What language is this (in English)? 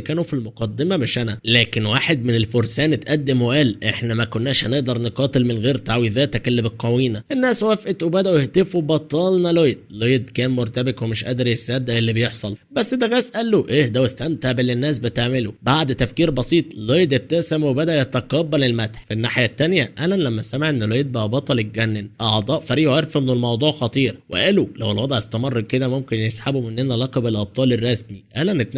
Egyptian Arabic